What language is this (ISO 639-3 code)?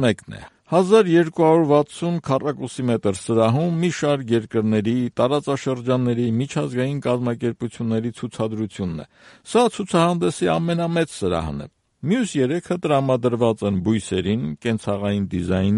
hye